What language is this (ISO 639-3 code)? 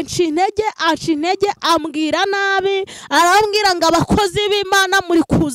kin